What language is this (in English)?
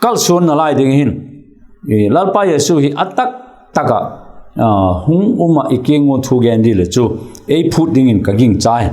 Vaiphei